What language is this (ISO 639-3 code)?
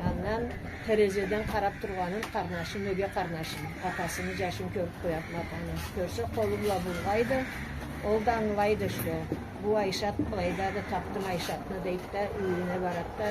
krc